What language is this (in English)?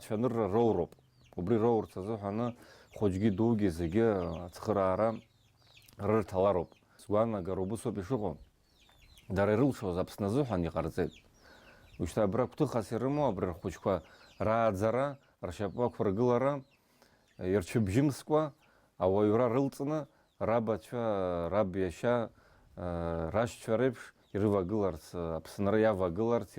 Abkhazian